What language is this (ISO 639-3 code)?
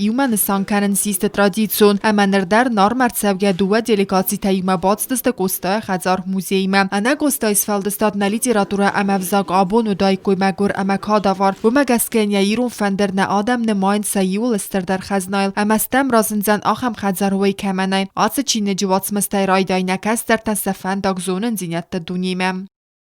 oss